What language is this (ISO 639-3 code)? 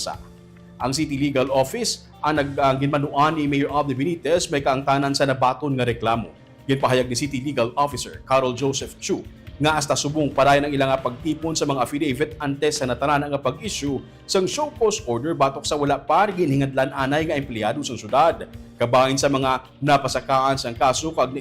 hil